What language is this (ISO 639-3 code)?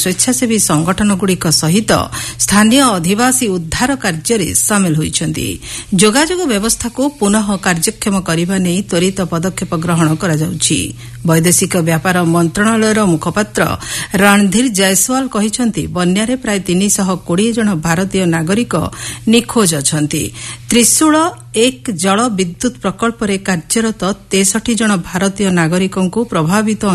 ori